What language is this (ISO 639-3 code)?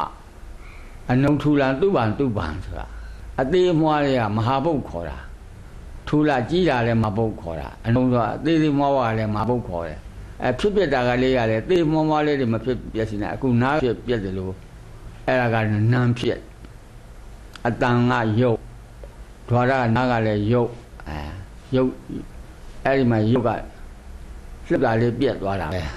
mya